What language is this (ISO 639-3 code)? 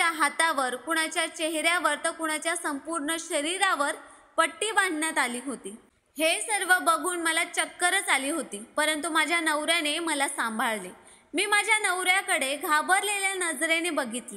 mar